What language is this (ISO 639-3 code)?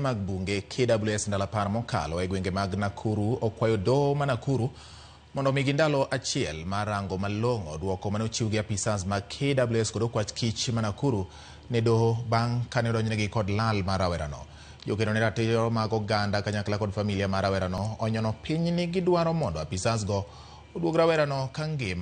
luo